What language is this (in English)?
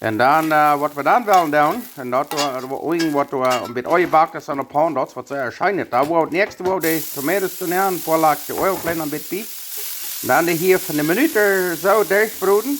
Plautdietsch